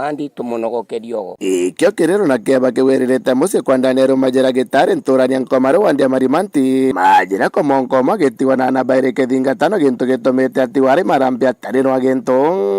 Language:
Meru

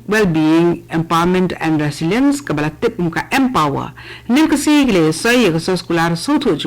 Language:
Khasi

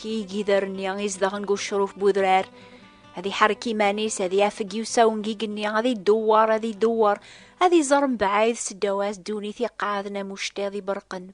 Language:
Kabyle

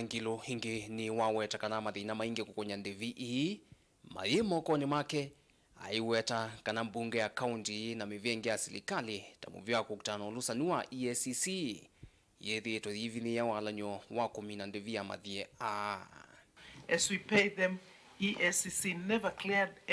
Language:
Kamba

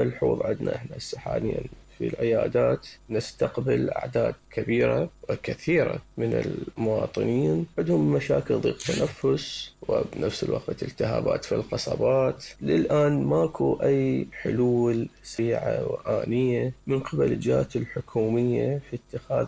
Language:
Mesopotamian Arabic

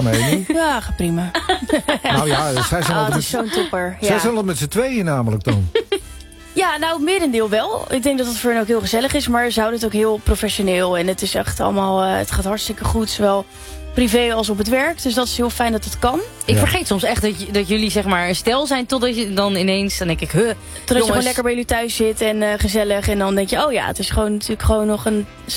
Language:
Dutch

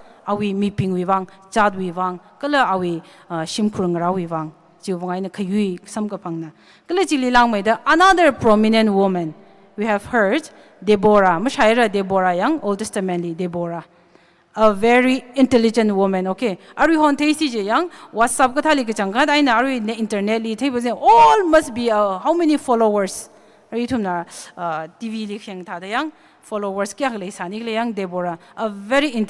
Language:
Tangkhul Naga (India)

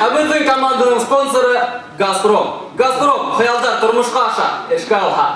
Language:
Bashkir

